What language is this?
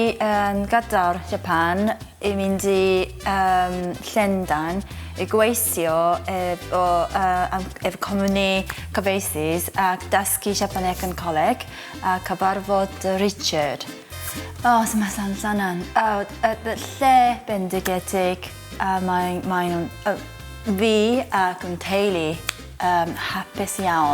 Welsh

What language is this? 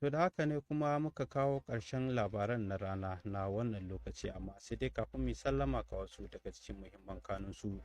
Hausa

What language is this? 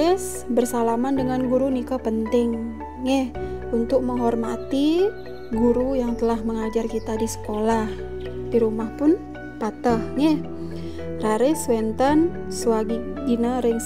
Balinese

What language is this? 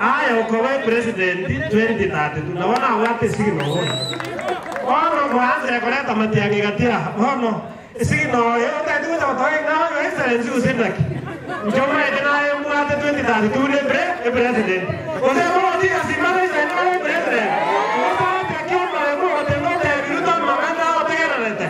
Gusii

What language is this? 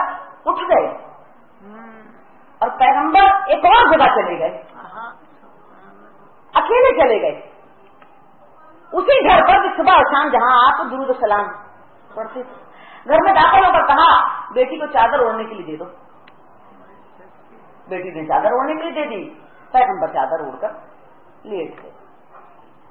Urdu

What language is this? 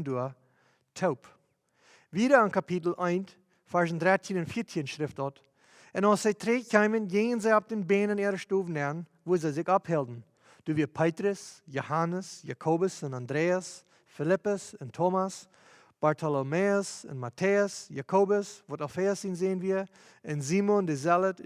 Plautdietsch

